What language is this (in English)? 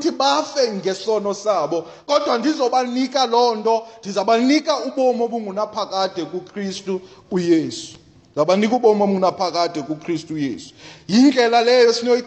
Xhosa